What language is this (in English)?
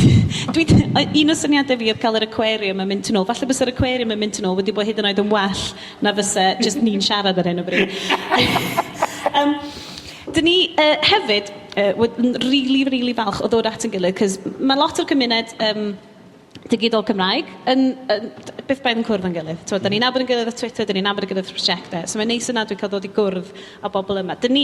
Welsh